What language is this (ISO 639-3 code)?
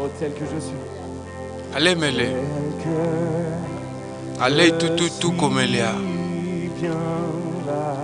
ewe